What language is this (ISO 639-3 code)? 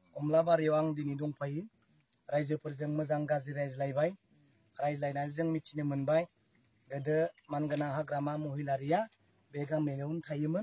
brx